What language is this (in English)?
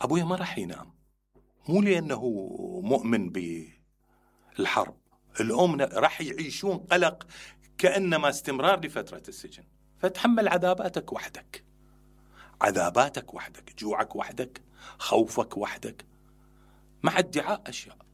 Mesopotamian Arabic